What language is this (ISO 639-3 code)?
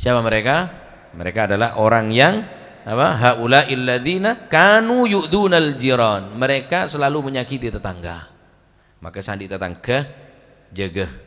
mad